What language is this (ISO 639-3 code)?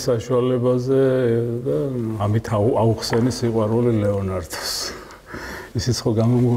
kat